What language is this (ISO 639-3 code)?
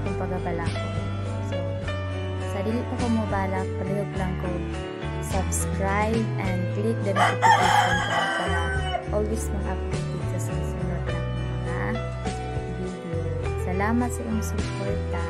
ceb